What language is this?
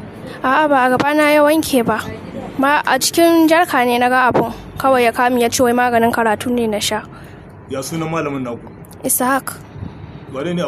Hausa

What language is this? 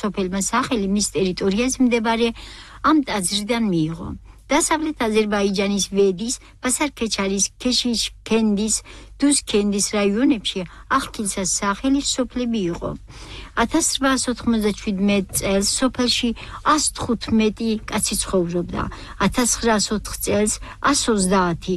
Georgian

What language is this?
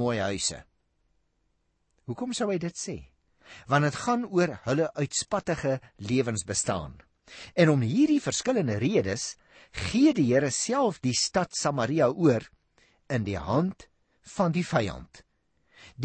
Afrikaans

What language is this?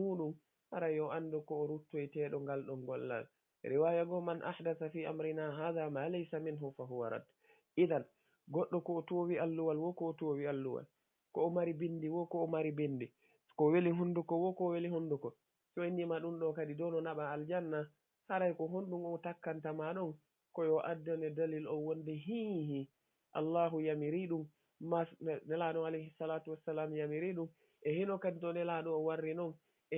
Fula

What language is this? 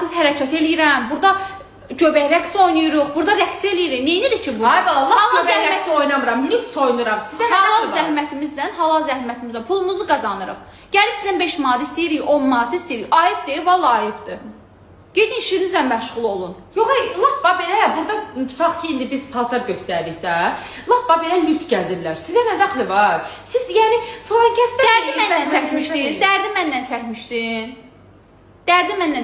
Azerbaijani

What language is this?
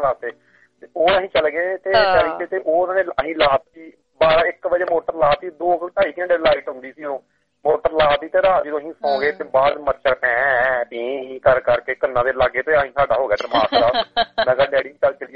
Punjabi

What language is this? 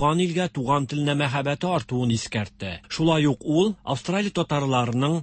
Tatar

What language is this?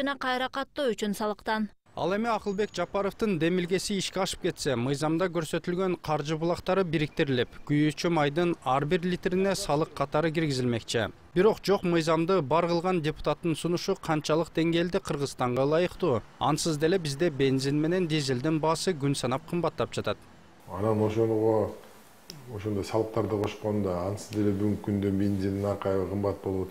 Kyrgyz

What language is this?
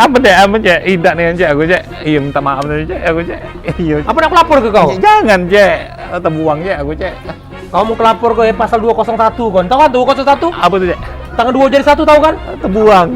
Musi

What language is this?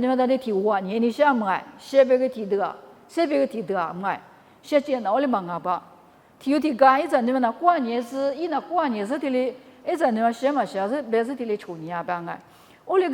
Lisu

